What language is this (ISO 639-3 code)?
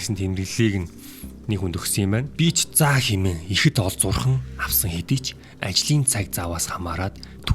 mon